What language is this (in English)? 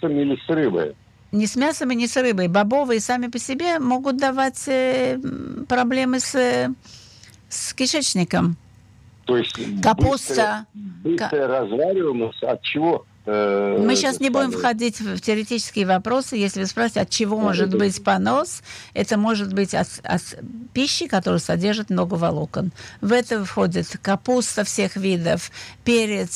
Russian